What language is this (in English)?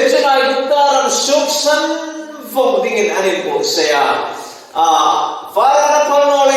Hmar